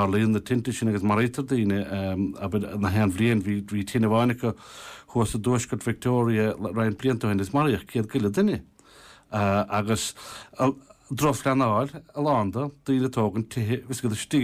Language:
Irish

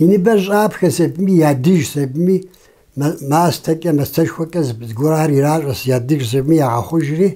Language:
Kabardian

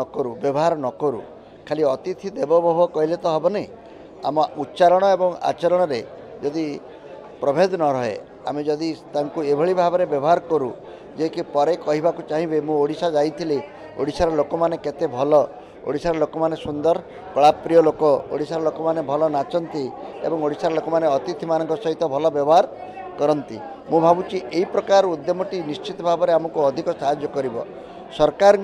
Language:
Odia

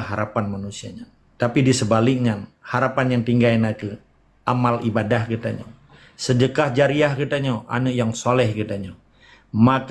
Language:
Achinese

